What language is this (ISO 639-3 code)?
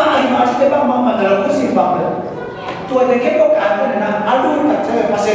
ctd